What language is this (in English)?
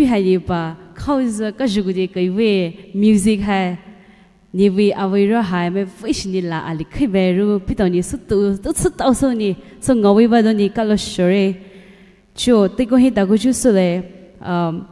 Poumei Naga